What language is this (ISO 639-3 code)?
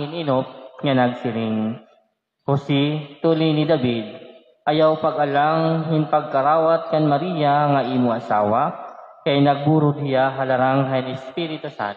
war